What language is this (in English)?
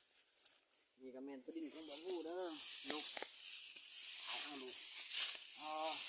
Lao